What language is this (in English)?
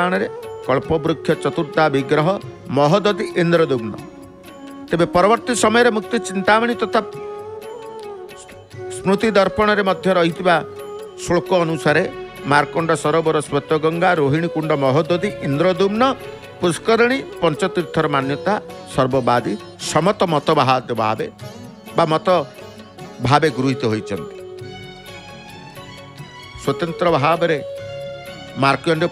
Odia